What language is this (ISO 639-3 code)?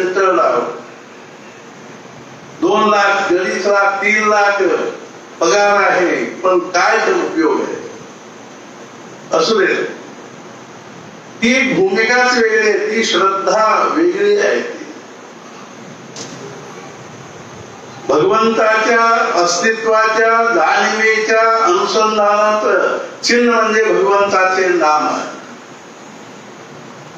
mar